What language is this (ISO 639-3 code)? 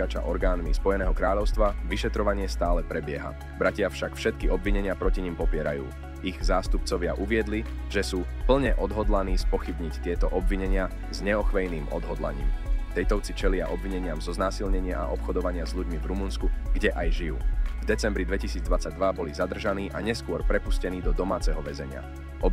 slk